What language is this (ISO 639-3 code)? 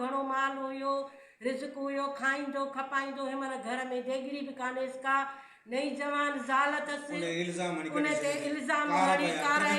snd